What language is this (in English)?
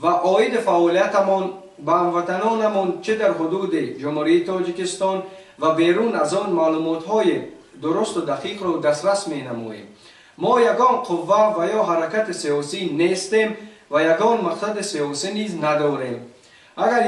Tajik